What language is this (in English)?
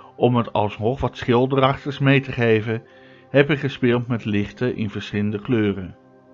Dutch